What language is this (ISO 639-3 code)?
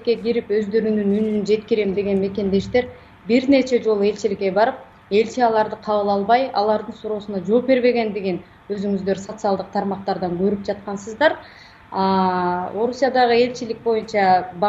kir